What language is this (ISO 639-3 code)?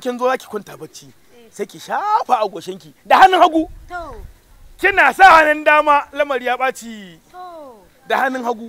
hau